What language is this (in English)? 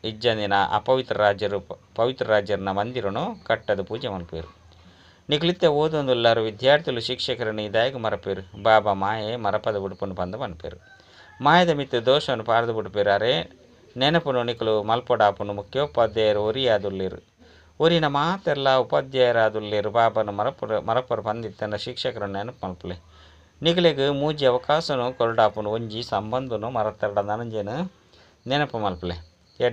Tulu